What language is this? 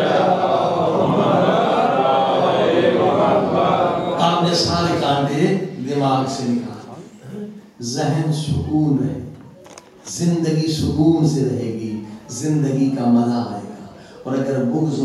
Urdu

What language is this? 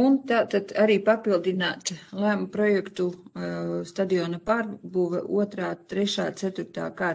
Latvian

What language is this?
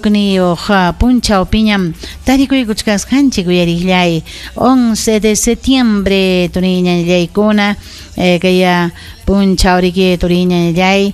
Ayacucho Quechua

